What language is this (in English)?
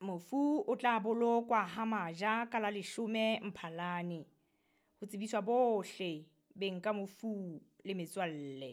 Southern Sotho